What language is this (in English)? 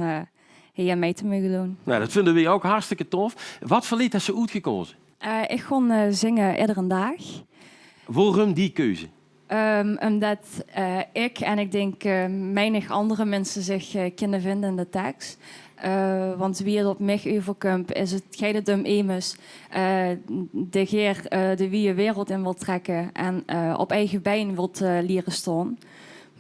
Limburgish